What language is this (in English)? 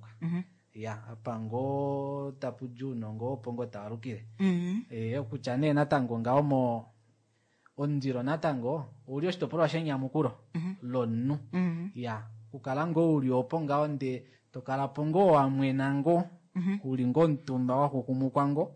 Kuanyama